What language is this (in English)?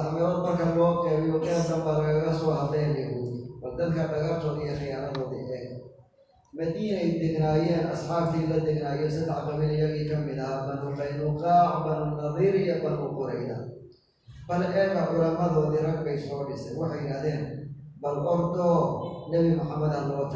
Somali